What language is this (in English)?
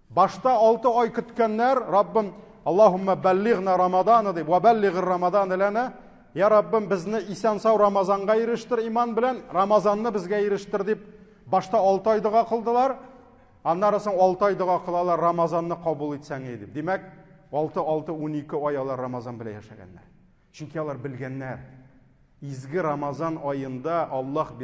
Tatar